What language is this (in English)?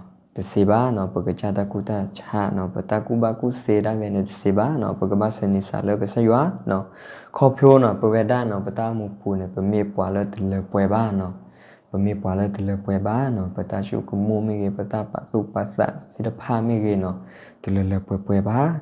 S'gaw Karen